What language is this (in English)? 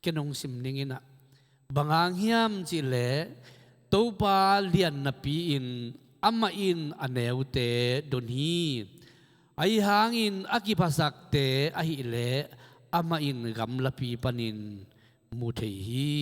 Tedim Chin